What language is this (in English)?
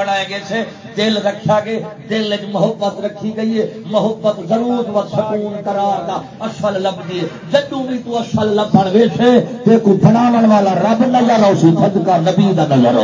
Saraiki